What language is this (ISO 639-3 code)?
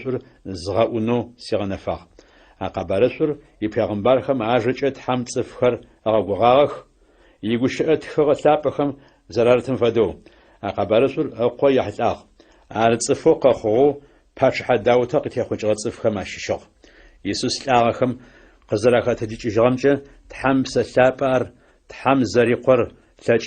ady